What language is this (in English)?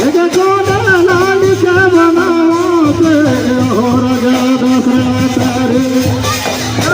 Chhattisgarhi